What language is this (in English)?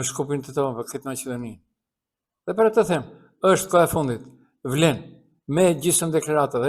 Albanian